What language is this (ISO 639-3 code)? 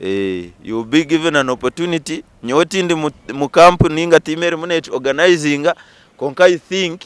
nyn